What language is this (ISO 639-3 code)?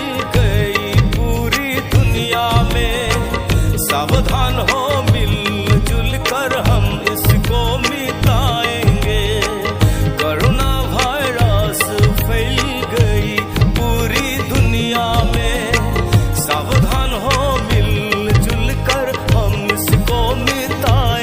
mjw